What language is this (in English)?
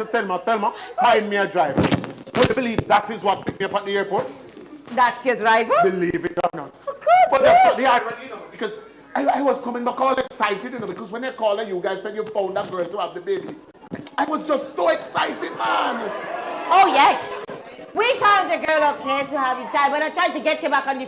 Jamaican Creole English